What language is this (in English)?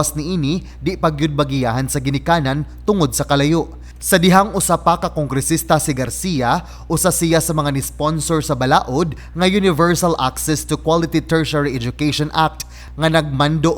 Cebuano